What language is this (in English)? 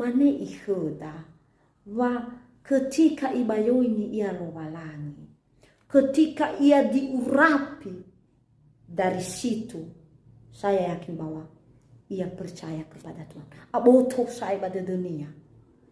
Nias